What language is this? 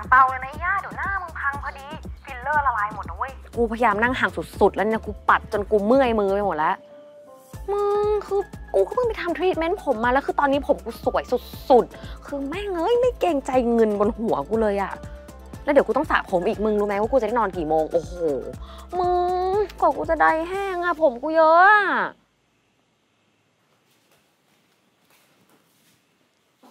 Thai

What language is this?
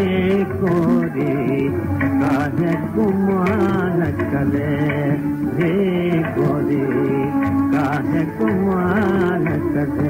Hindi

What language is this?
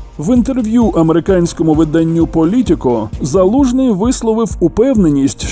Ukrainian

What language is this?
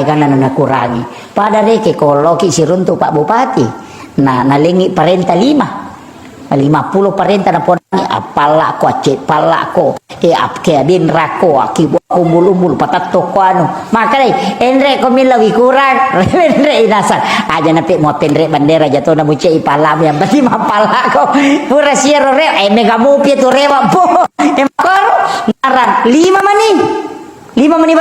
Buginese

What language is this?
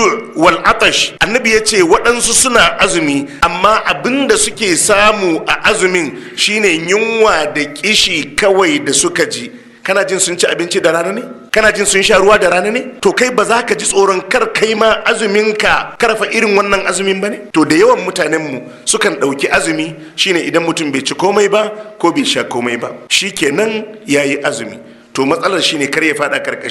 Hausa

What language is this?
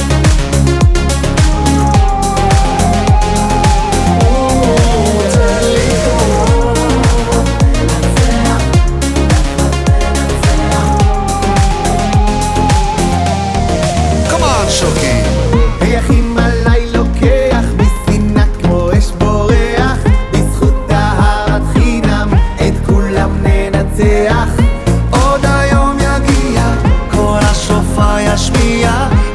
Hebrew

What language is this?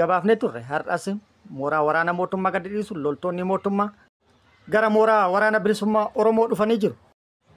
Oromo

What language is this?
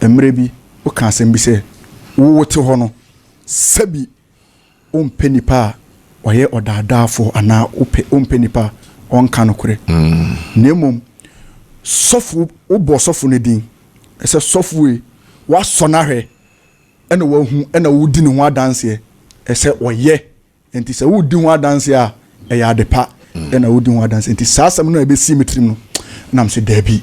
Akan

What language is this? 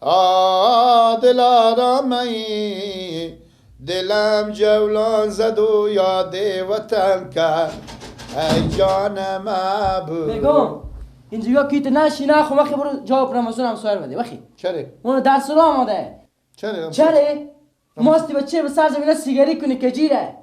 Persian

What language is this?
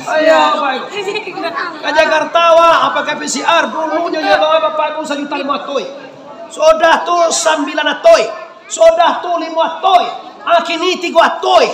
Minangkabau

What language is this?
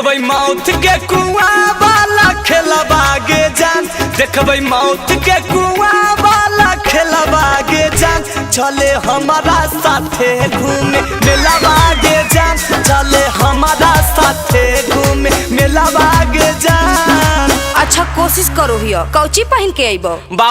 Magahi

